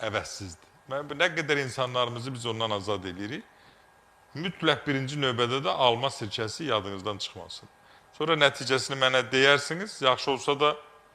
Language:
Azerbaijani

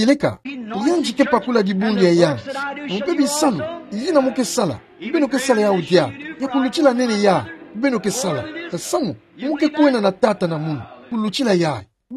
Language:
Kituba (Democratic Republic of Congo)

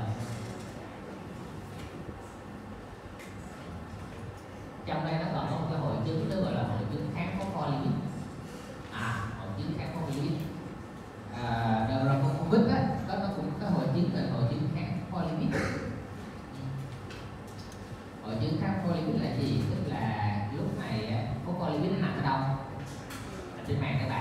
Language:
Vietnamese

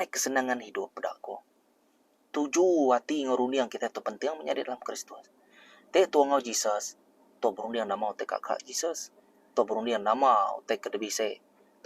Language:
Iban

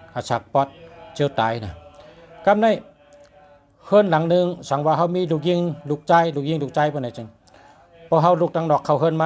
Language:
Shan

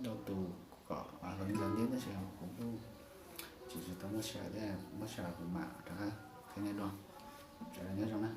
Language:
Hmong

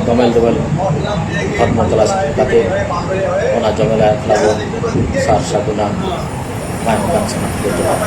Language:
Santali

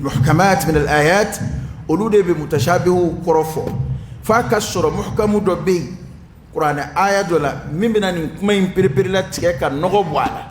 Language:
Dyula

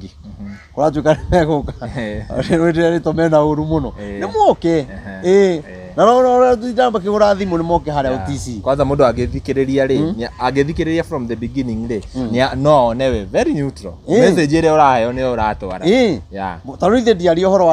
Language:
Kikuyu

